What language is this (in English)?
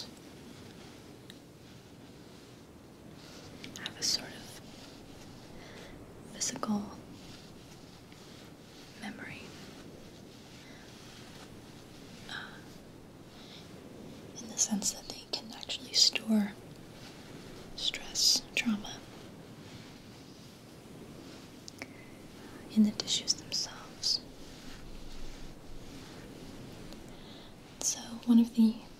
English